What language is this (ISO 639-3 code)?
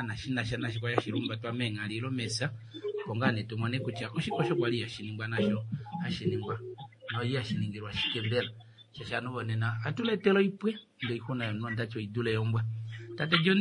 kua